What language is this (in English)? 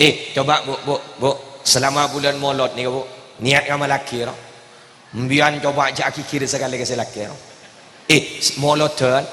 Madurese